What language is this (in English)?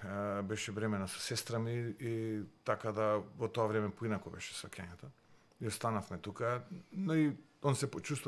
Macedonian